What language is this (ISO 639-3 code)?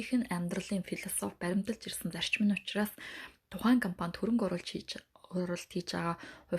mon